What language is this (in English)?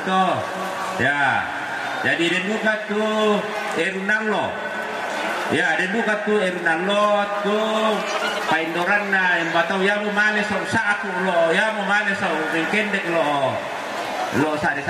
Toraja-Sa'dan